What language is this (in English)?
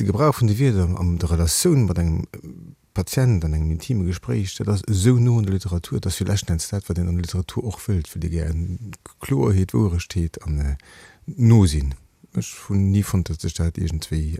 Luxembourgish